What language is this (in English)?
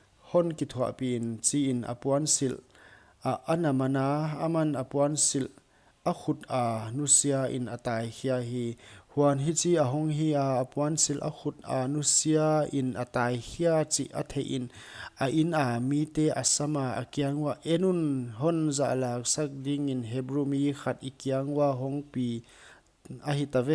Paite Chin